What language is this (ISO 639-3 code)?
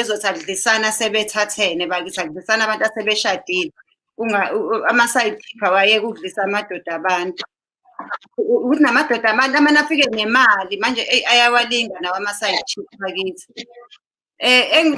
zul